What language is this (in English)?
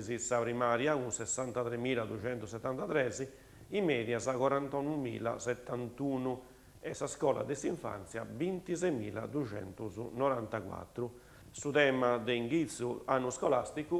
Sardinian